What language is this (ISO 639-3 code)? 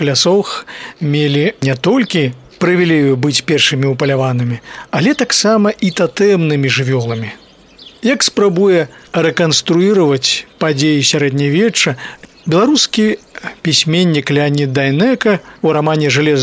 bel